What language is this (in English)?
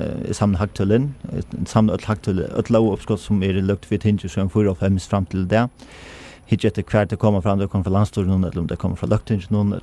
Faroese